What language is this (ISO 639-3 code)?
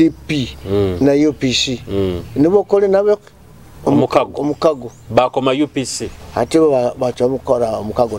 nyo